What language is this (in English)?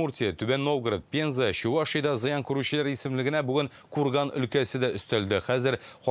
Tatar